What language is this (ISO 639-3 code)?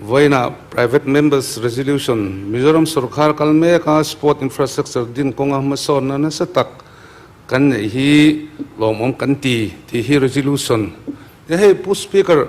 lus